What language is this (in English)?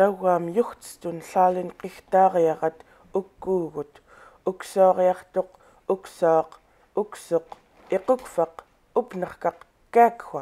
Central Yupik